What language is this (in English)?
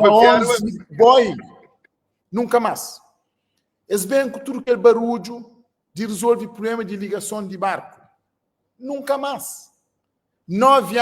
Kabuverdianu